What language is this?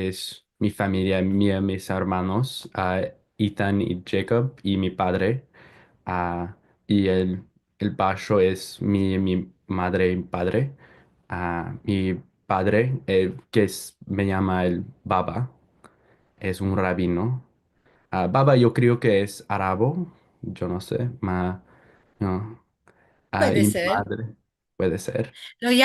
Ladino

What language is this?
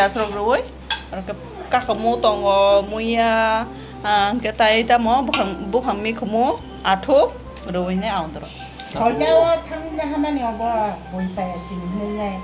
Kok Borok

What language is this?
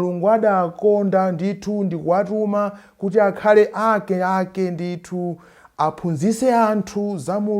Nyanja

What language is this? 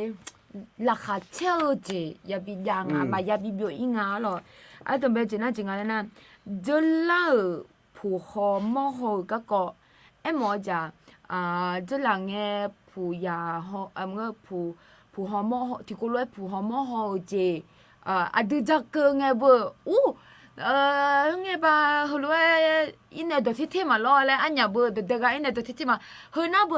Akha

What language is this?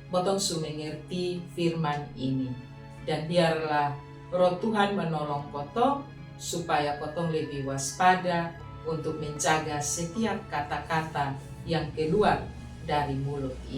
Kupang Malay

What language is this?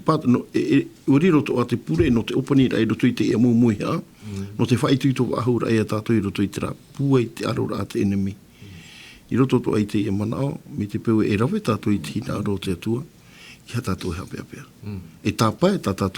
Tahitian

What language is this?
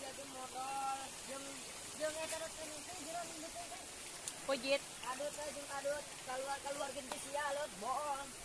Sundanese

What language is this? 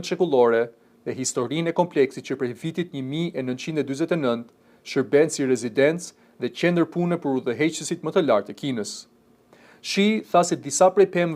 Albanian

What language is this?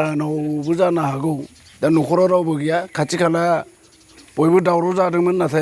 Bodo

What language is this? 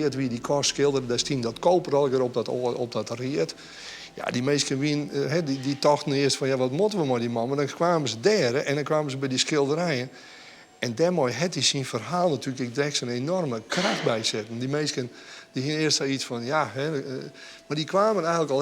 Western Frisian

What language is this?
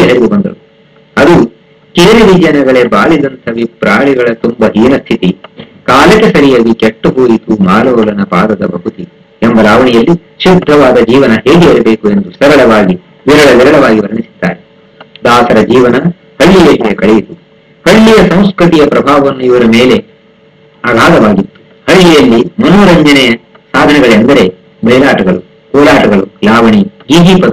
Kannada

